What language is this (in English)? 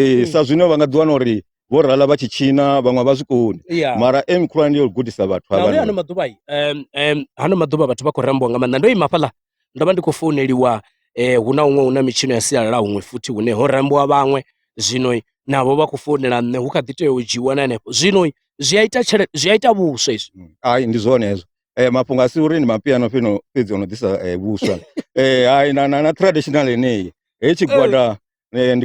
Venda